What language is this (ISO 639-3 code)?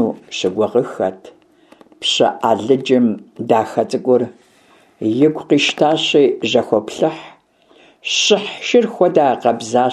kbd